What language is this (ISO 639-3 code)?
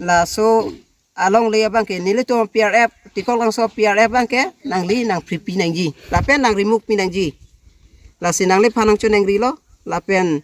mjw